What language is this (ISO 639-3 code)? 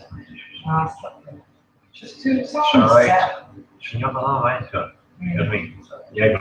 gle